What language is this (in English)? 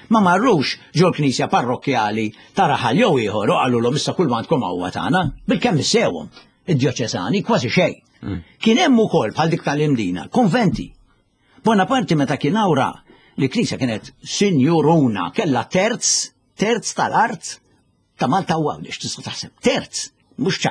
Maltese